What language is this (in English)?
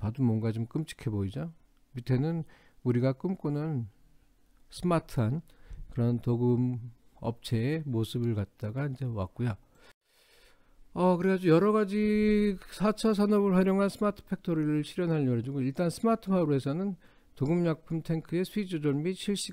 Korean